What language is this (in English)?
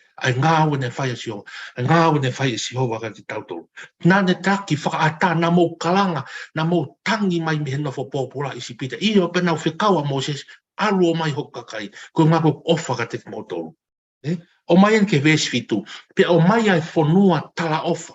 Tongan